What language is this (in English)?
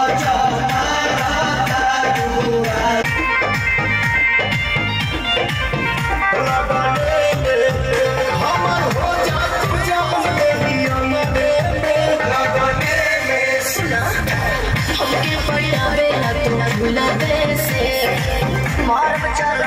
Bhojpuri